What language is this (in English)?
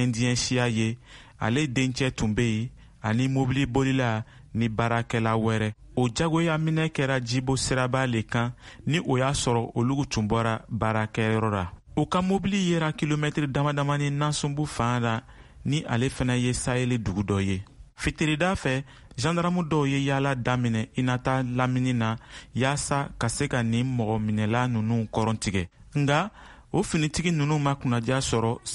Bambara